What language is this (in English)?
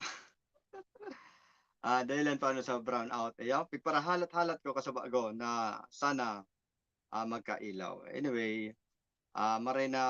Bikol